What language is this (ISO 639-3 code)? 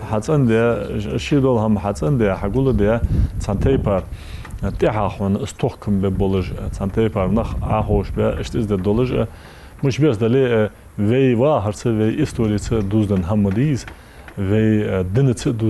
inh